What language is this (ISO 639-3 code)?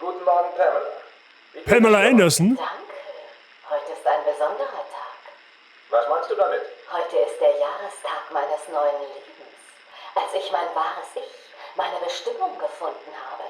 bar